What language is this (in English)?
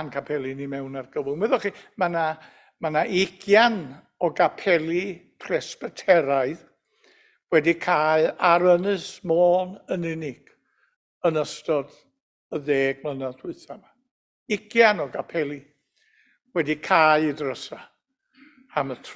Welsh